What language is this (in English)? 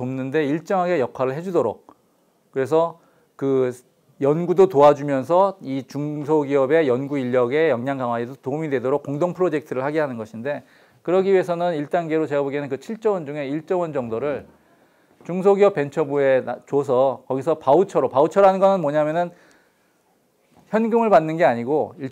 Korean